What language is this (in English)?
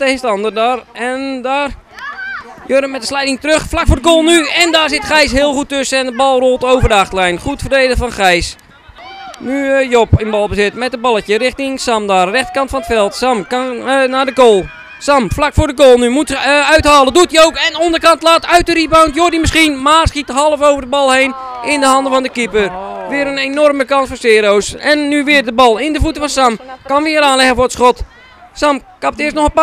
Dutch